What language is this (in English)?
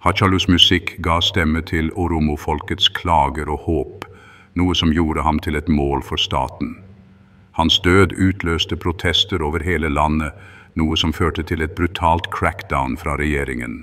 Norwegian Bokmål